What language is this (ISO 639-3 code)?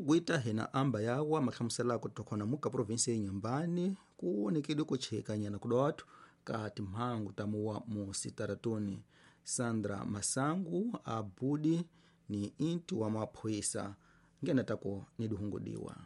tso